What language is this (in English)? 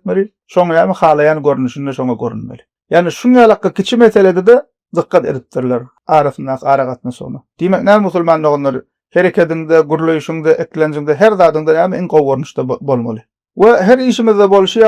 Turkmen